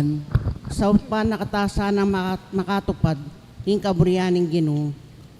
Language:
Pampanga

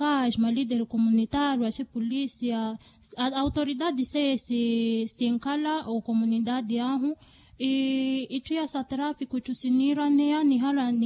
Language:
Makhuwa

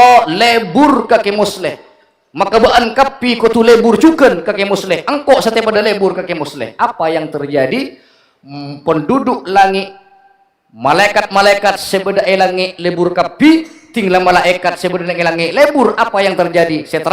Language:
Madurese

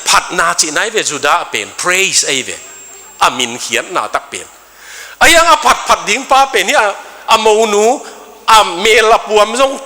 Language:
Tedim Chin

